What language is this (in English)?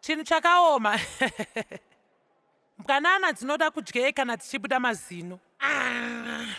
Shona